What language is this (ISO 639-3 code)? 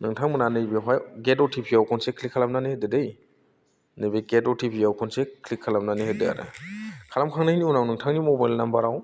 brx